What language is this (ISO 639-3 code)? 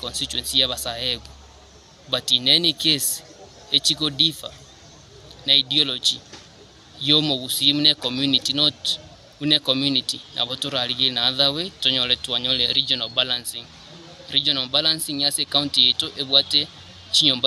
guz